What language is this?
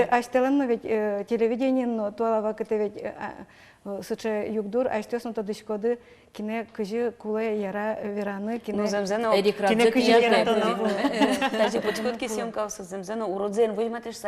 Udmurt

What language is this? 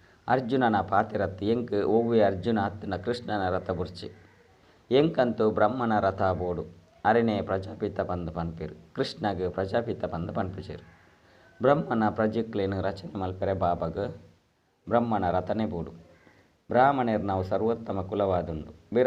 Tulu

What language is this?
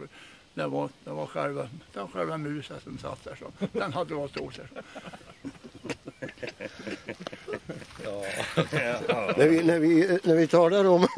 Swedish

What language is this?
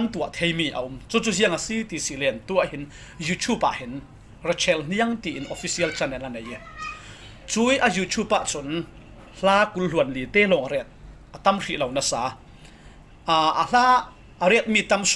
Falam Chin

